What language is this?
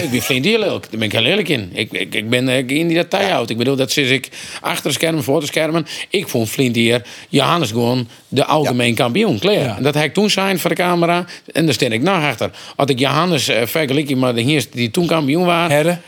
Western Frisian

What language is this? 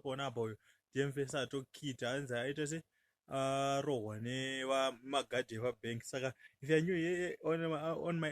Shona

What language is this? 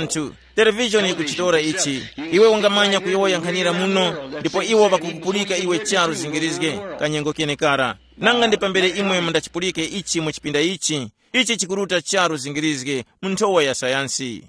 Tumbuka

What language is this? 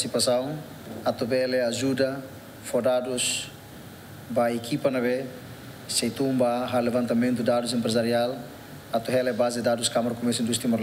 Tetum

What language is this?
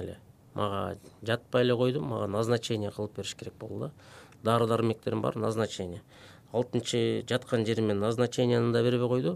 Kyrgyz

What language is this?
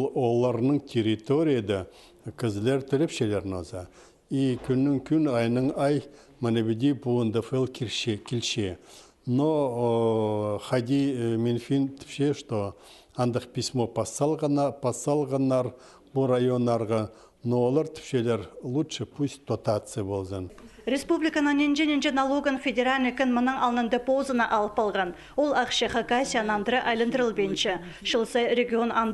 Khakas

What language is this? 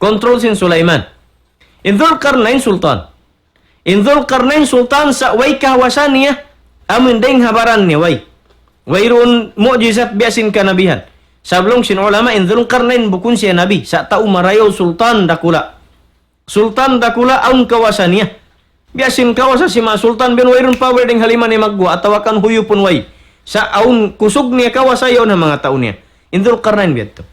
Tausug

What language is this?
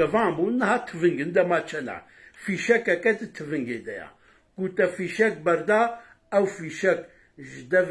Kurdish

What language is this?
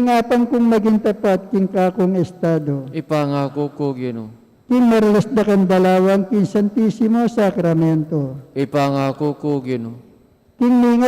Pampanga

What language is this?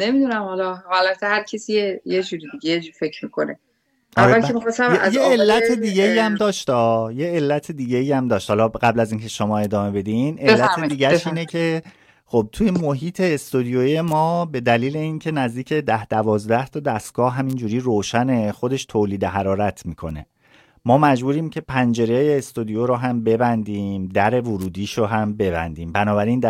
Persian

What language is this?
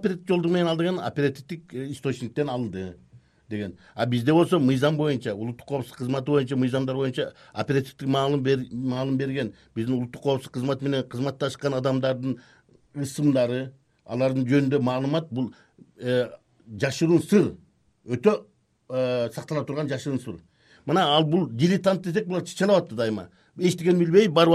Kyrgyz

